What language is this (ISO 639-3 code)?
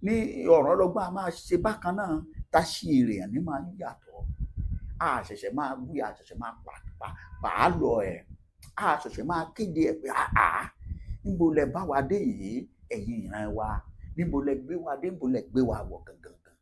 yor